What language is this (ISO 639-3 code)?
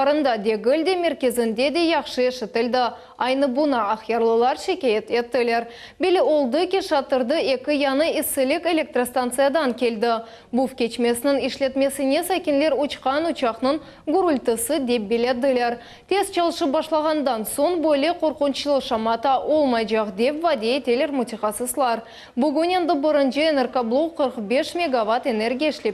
crh